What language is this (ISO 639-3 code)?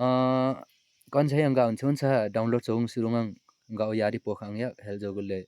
lif